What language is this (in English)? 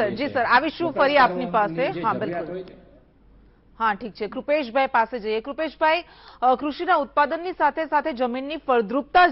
Gujarati